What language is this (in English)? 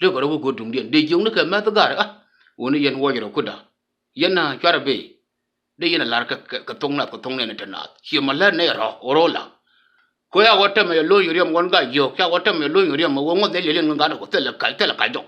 Nuer